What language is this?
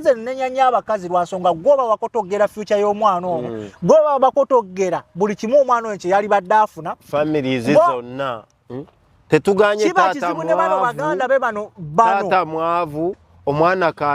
Ganda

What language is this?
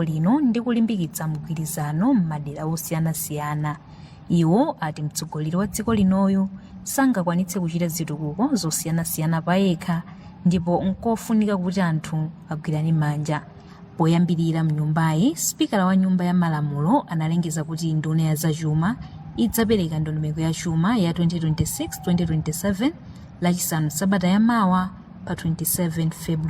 Nyanja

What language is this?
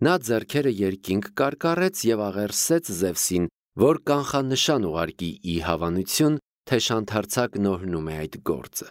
Armenian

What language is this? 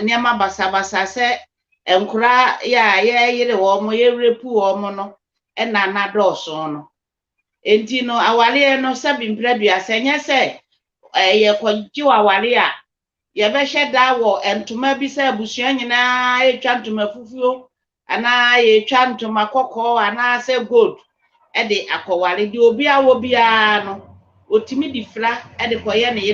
Akan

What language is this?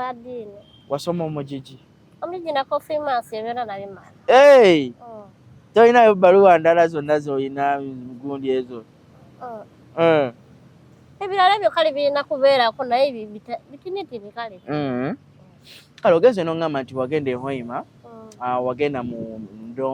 Ganda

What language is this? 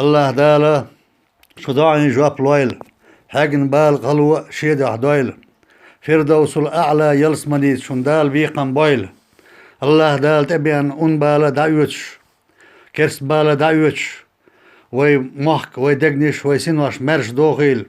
Chechen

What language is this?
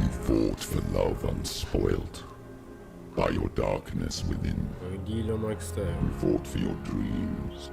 Kabuverdianu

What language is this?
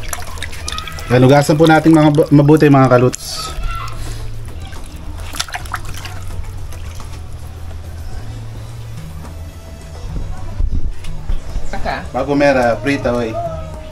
Filipino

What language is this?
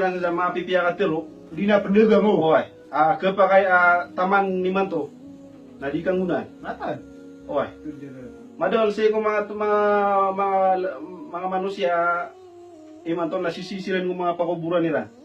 Maranao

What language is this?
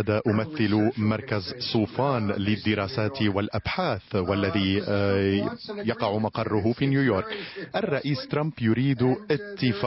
Arabic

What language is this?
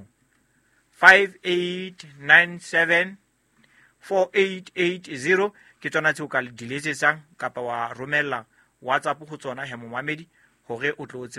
Southern Sotho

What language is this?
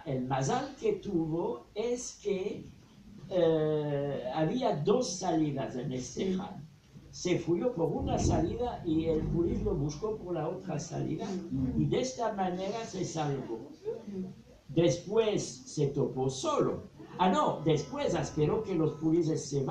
Ladino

